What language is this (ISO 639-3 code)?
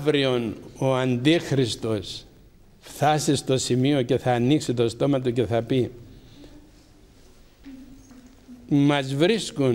ell